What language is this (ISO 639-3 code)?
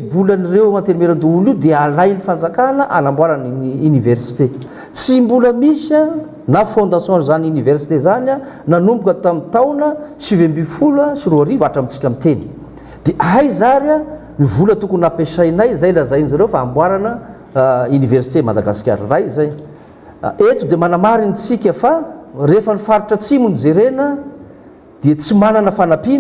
mlg